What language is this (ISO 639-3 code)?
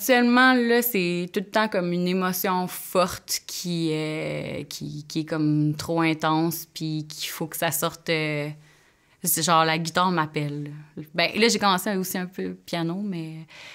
fra